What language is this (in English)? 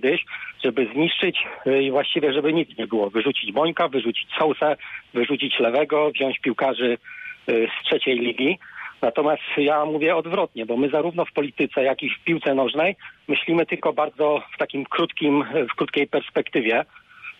Polish